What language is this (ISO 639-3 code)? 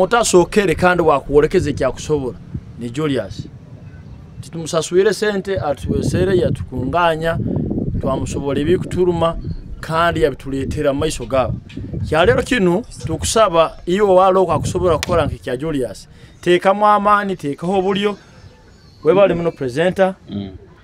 nyo